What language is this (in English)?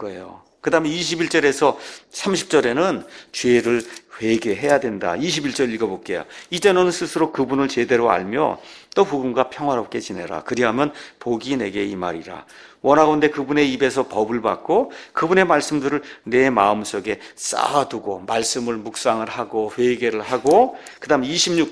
Korean